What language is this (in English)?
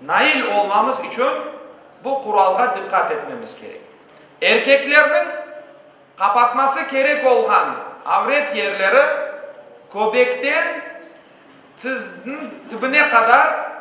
Crimean Tatar